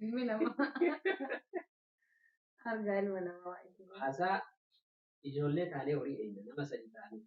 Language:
Oromo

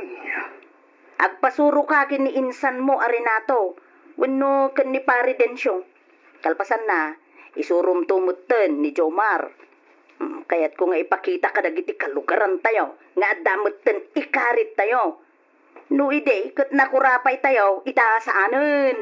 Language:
Iloko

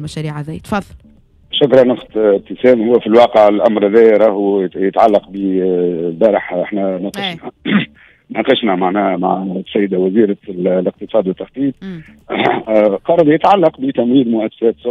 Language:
Tunisian Arabic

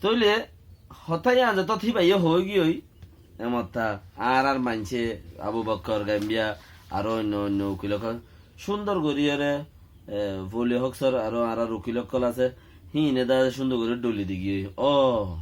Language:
Rohingya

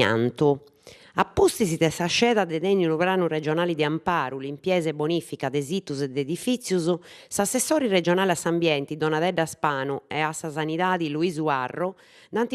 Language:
Sardinian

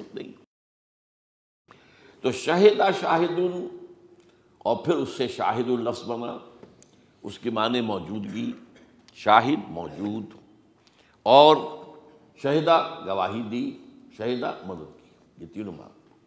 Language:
Urdu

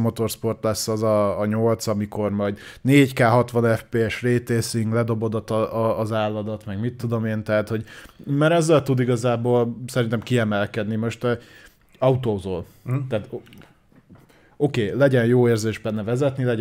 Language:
Hungarian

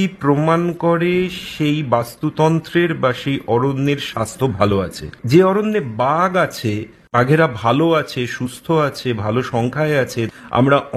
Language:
Bangla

